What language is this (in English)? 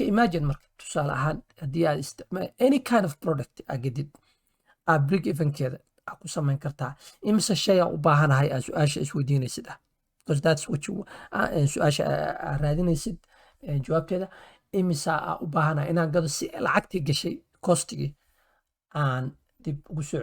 Somali